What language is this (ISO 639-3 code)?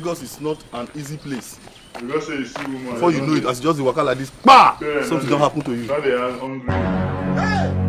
pcm